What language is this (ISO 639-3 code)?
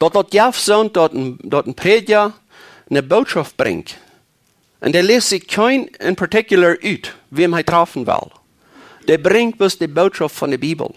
pdt